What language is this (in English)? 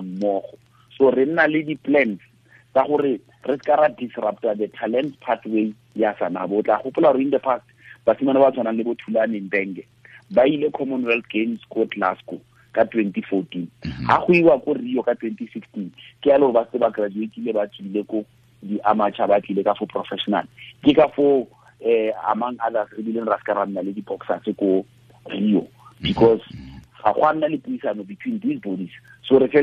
Tswana